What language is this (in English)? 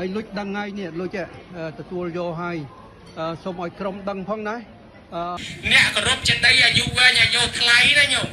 Khmer